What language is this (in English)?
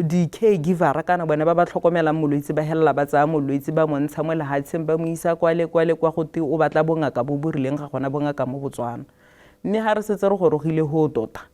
Tswana